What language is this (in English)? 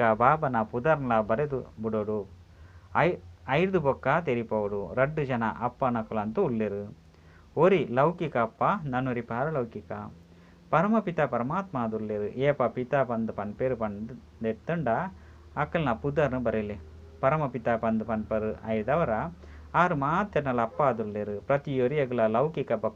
Tulu